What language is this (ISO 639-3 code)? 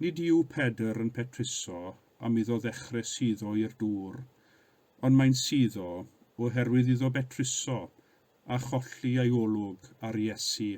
cym